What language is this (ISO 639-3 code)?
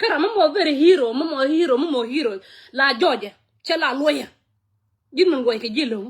nus